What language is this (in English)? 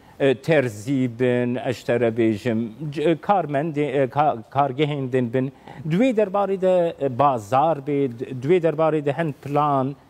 Kurdish